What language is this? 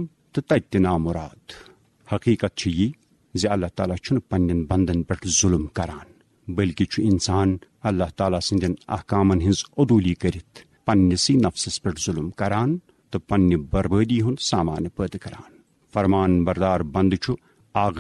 Kashmiri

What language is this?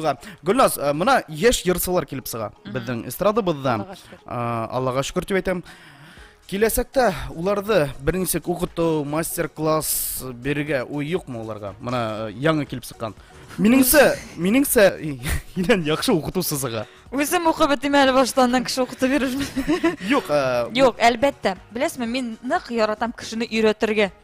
Bashkir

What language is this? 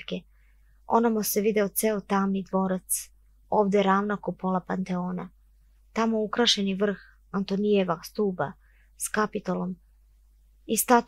Serbian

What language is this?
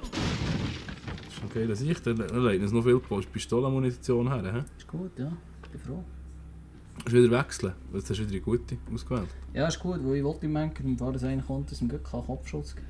Swiss German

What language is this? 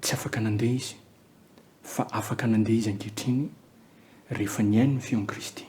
Malagasy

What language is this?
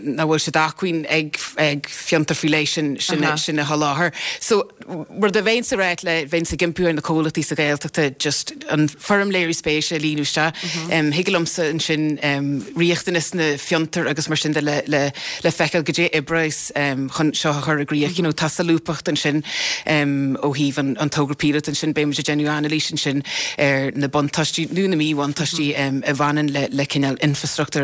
Irish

